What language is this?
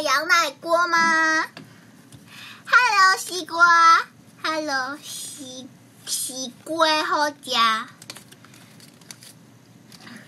Chinese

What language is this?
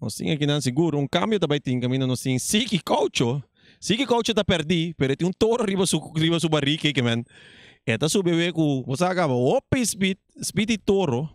Papiamento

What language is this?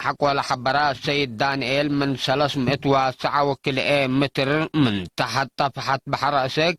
Tigre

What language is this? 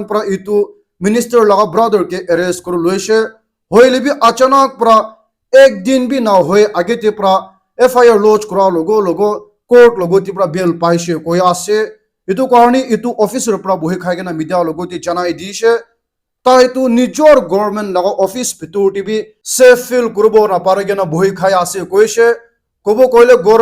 Naga Pidgin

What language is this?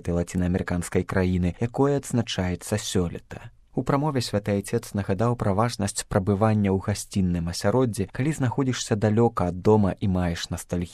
Belarusian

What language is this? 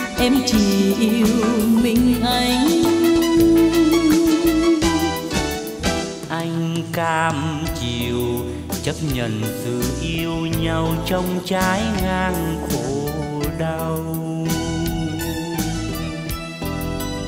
Vietnamese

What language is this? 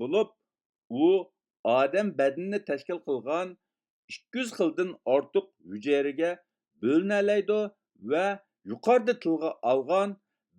Uyghur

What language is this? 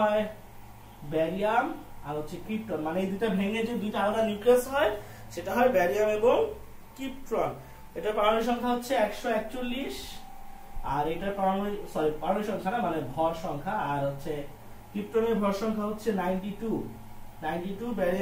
Bangla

